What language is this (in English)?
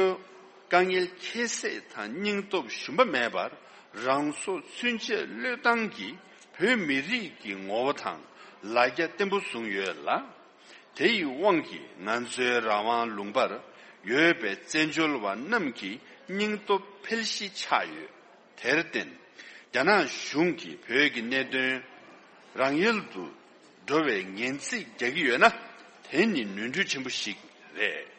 Tibetan